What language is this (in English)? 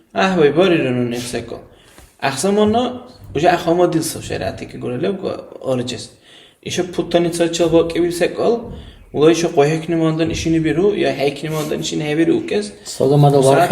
Dargwa